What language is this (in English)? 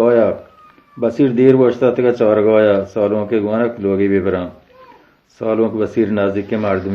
Baluchi